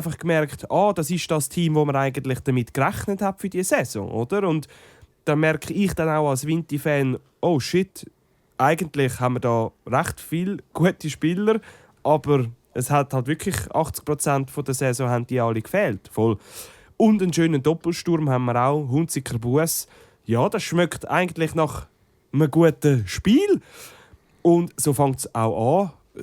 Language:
Swiss German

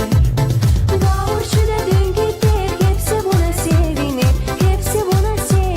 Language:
Gagauz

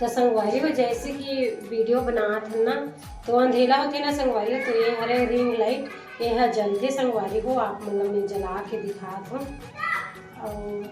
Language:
Chhattisgarhi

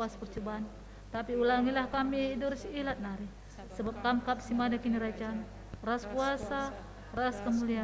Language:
Batak Karo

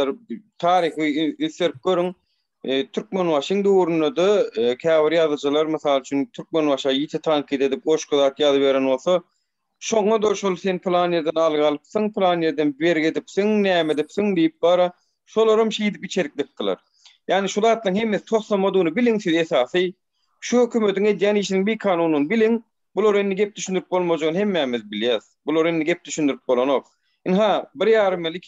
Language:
Turkmen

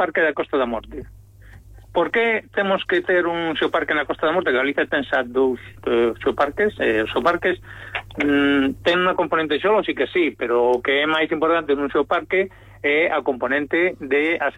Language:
Galician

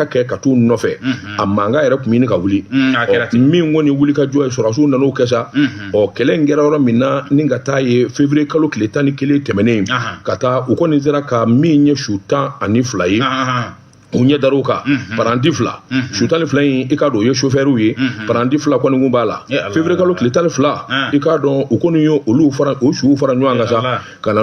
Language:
Bambara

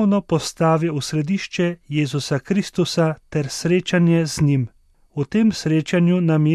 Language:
Slovenian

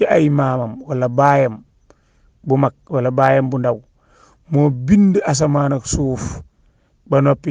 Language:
Wolof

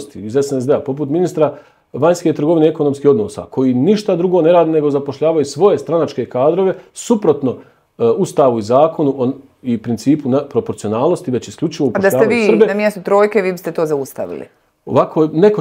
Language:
Bosnian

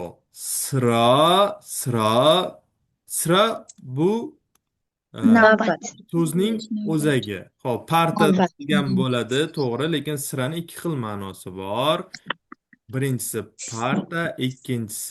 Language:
Uzbek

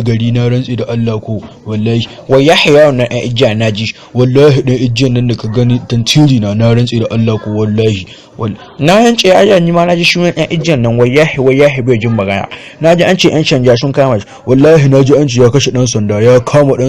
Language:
Hausa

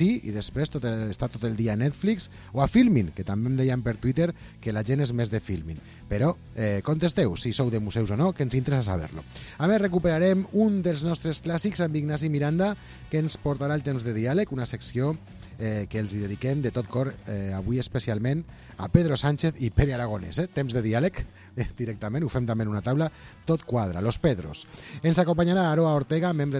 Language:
Catalan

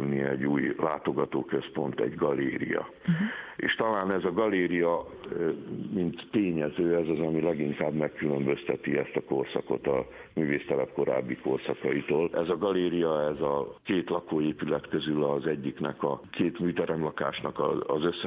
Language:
Hungarian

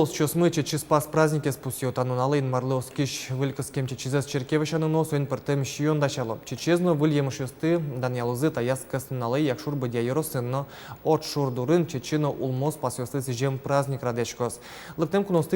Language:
Udmurt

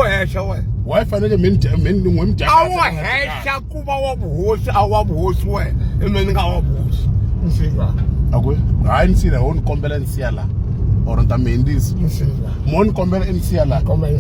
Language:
Tsonga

